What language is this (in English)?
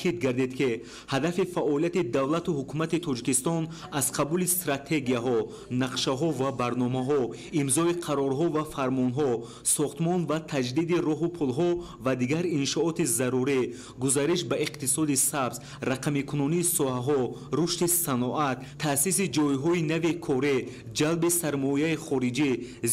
Tajik